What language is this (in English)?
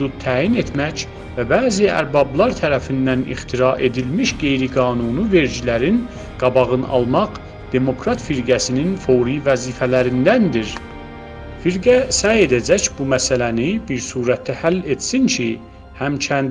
South Azerbaijani